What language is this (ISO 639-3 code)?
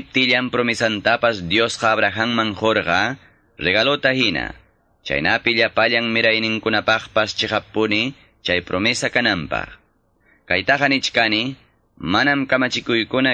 quy